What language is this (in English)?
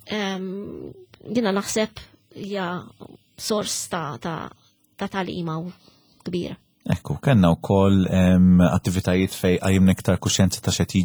Maltese